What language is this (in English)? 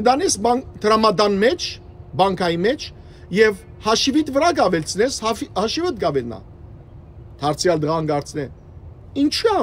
Western Armenian